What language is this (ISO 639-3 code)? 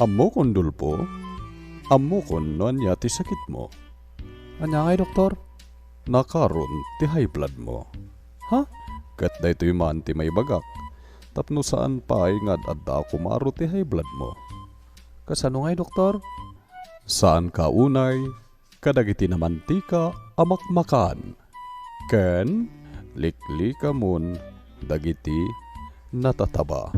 ilo